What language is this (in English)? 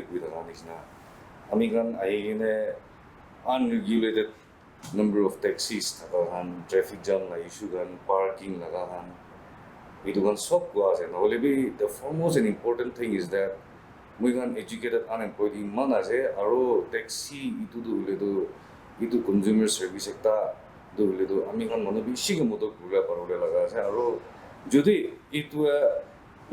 Naga Pidgin